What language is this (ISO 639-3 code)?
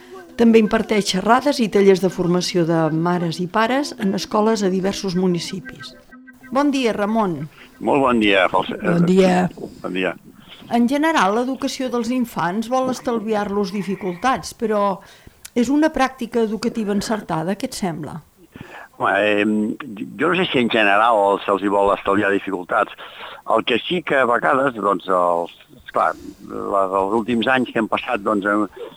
cat